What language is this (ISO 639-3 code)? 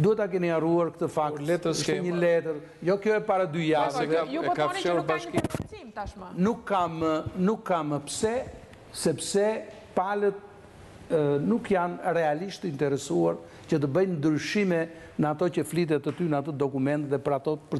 sqi